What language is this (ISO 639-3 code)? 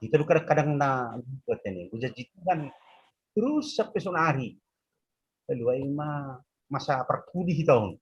bts